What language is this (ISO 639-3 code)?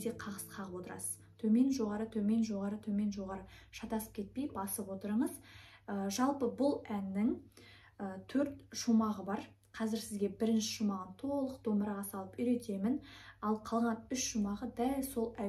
kaz